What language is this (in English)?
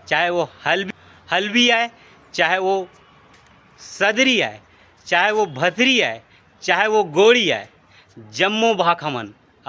Chhattisgarhi